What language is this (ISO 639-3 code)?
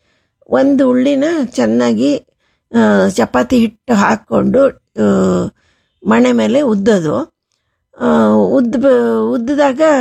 kan